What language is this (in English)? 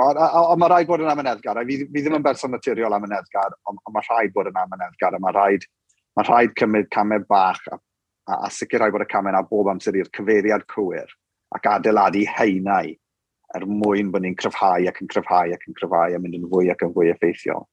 Welsh